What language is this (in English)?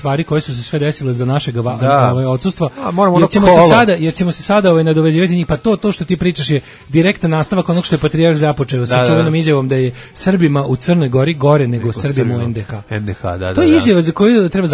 Serbian